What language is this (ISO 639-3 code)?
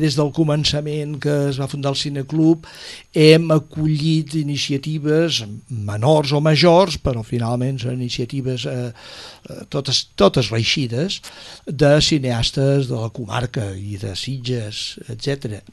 cat